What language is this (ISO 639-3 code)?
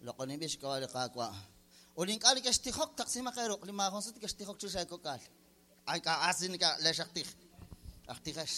kek